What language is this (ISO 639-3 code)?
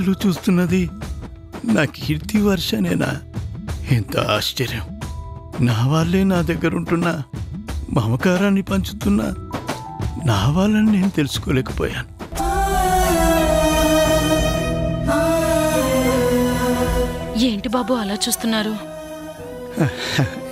tel